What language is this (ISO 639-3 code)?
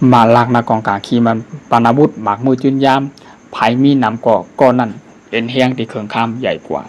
shn